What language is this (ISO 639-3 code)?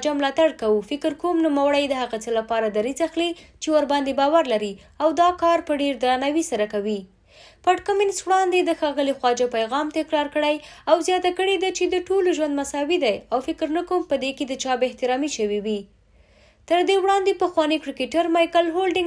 pus